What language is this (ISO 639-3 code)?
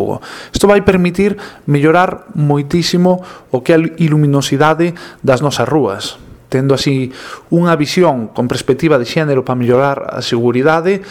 glg